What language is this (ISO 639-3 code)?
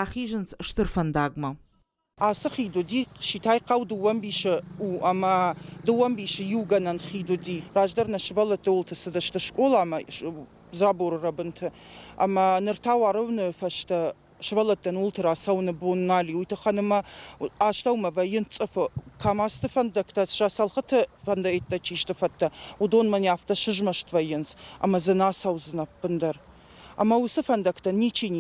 oss